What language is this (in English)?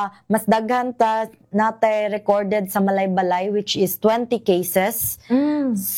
Cebuano